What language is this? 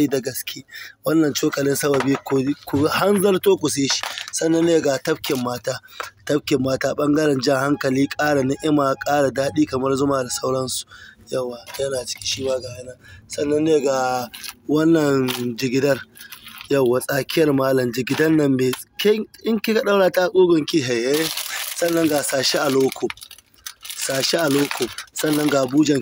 Hausa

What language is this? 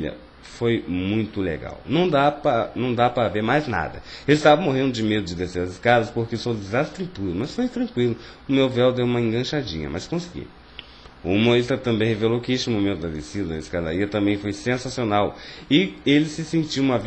Portuguese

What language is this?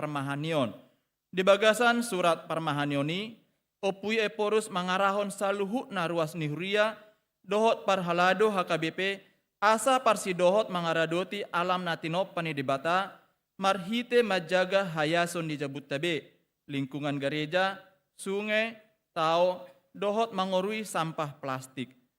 Batak Toba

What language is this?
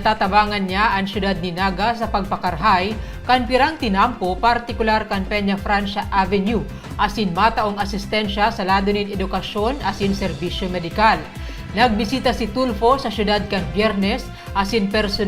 Bikol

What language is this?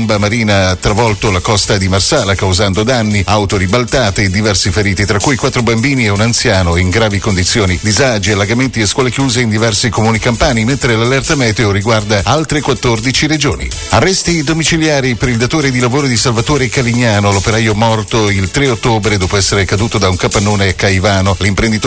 Italian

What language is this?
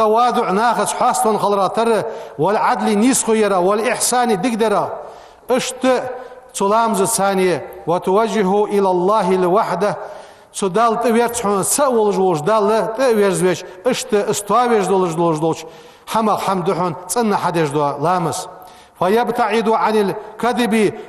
Ingush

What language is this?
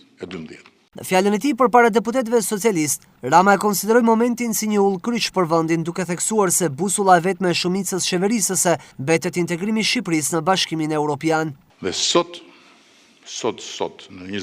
Albanian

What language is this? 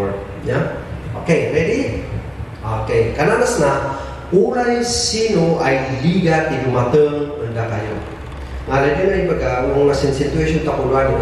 Kankanaey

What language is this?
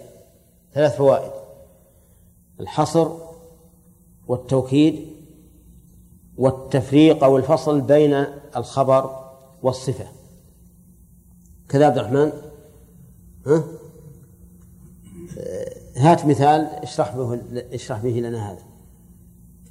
Arabic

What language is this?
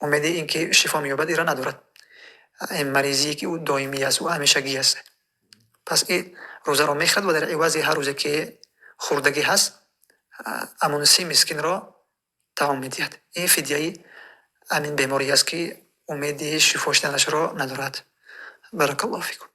Tajik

